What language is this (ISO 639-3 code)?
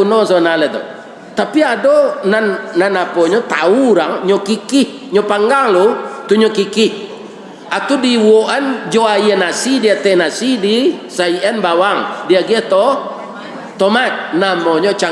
min